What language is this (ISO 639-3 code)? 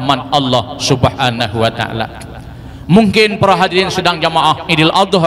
ace